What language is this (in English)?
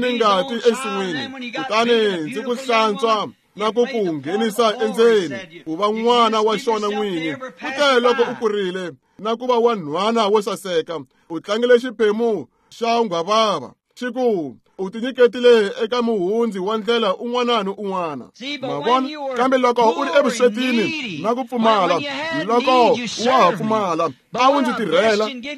Tsonga